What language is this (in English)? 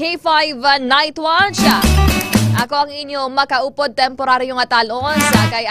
Hiligaynon